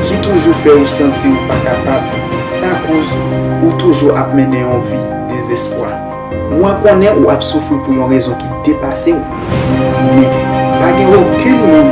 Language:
Haitian Creole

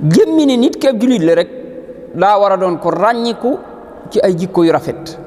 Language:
Wolof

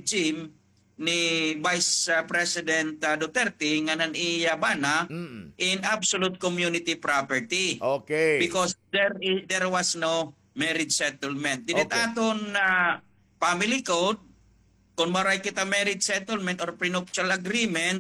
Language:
Waray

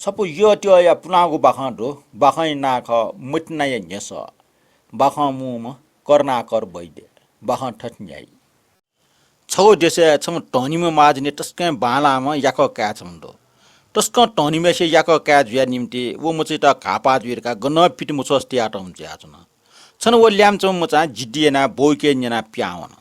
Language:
Newari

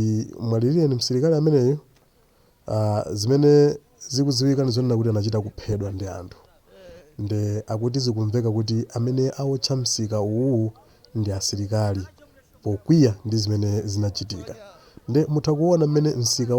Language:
Nyanja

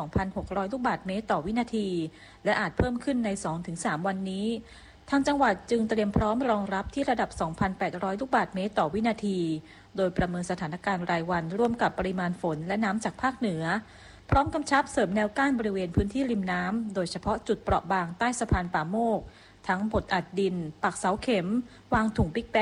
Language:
Thai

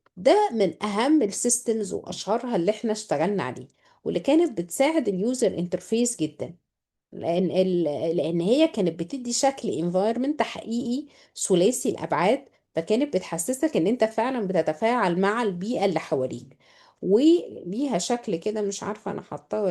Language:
Egyptian Arabic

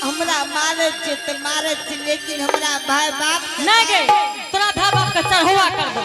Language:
Angika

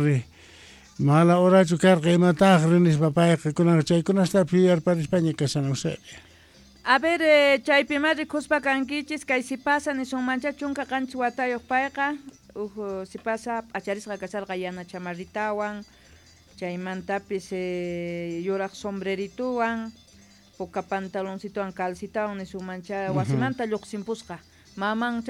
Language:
Quechua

